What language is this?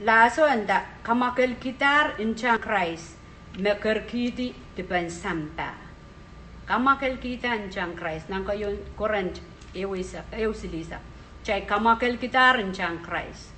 Pohnpeian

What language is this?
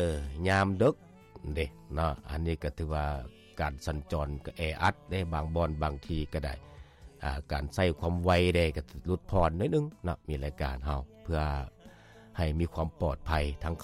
Lao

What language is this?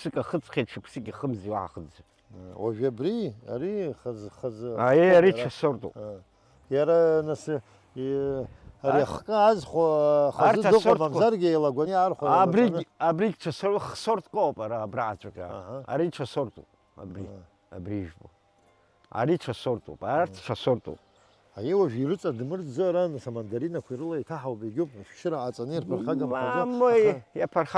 Abkhazian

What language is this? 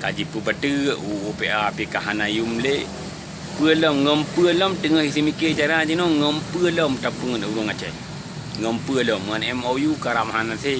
Achinese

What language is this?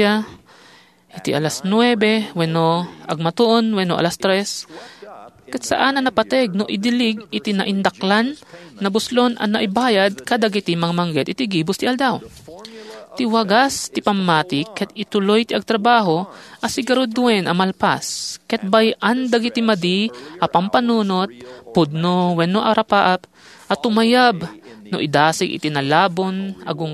Iloko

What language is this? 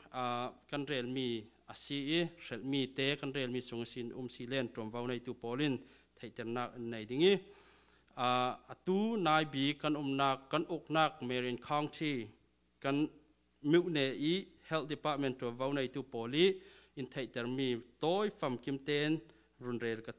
Falam Chin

